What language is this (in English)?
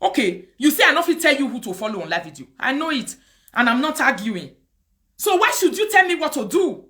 Nigerian Pidgin